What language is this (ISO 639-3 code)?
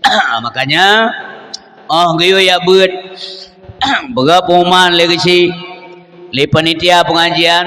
ace